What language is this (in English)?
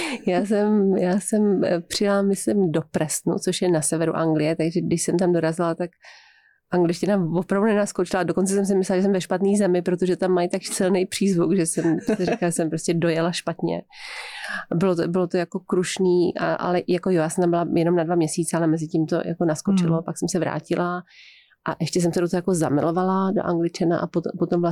Czech